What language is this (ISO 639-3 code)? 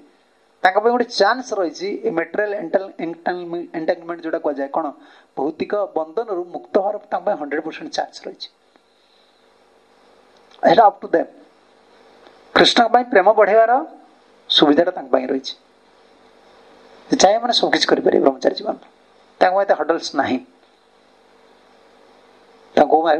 ori